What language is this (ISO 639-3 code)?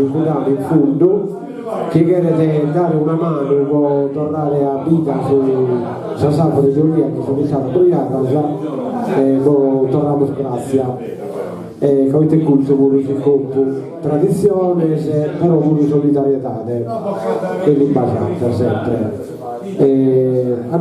srd